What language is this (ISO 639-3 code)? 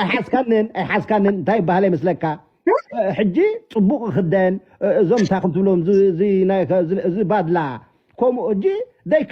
tir